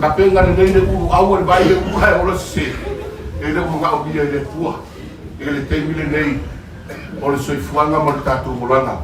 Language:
Samoan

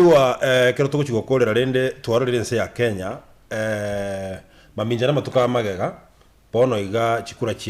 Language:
Gusii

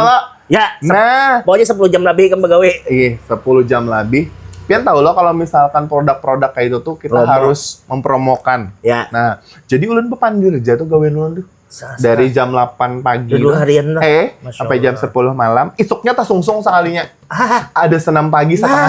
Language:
Banjar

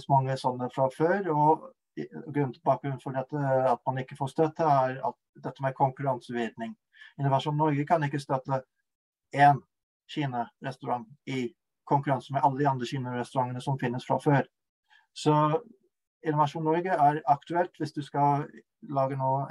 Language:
Norwegian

